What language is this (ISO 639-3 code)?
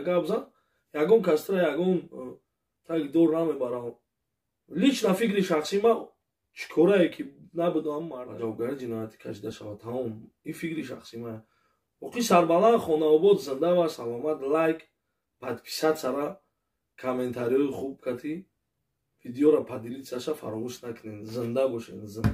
tgk